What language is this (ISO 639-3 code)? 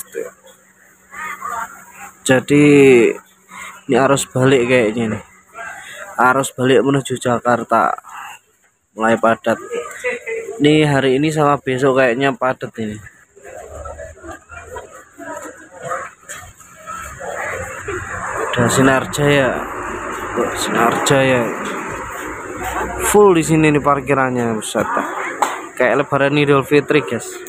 ind